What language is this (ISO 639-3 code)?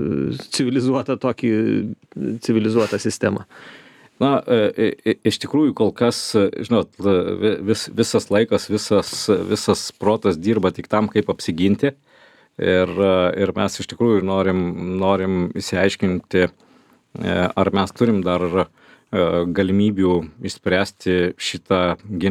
lit